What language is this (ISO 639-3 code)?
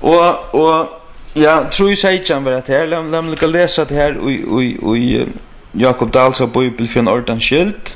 fao